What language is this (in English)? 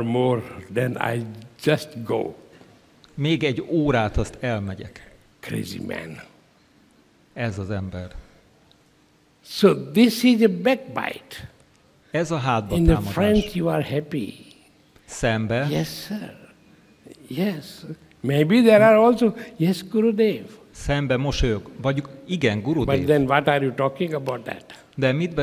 Hungarian